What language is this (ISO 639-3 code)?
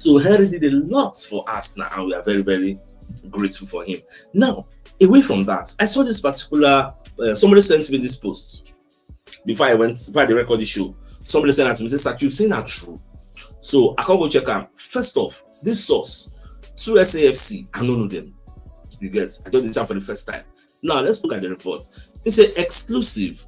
pcm